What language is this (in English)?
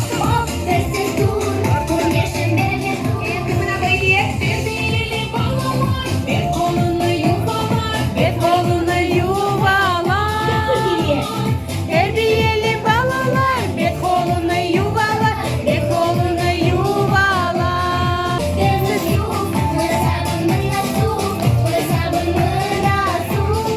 Crimean Tatar